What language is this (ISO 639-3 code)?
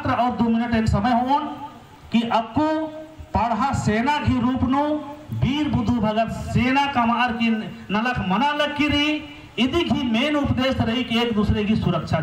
kru